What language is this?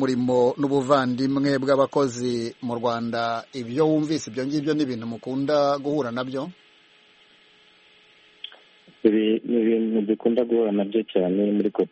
Kinyarwanda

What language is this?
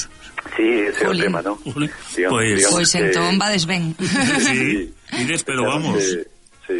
Galician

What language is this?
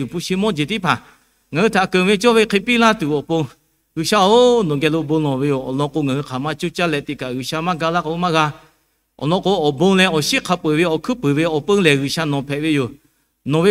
Lahu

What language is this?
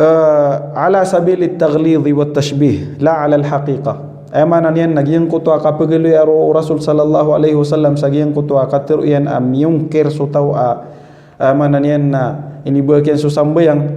Maranao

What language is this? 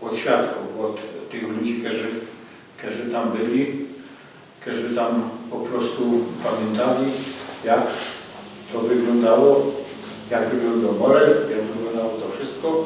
Silesian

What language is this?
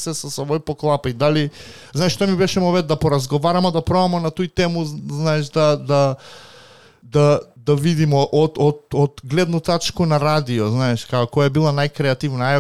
Macedonian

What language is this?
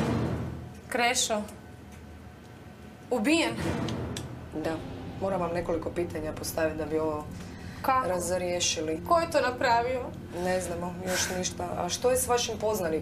Croatian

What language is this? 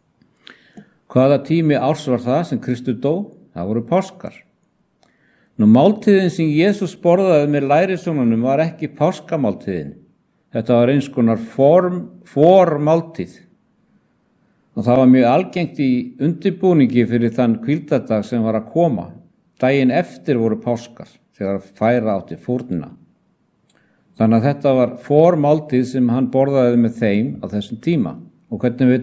Icelandic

